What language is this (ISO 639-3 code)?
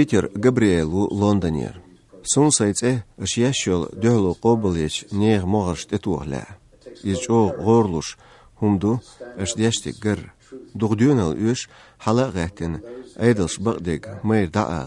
che